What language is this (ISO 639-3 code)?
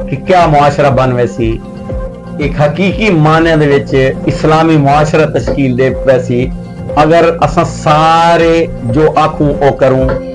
skr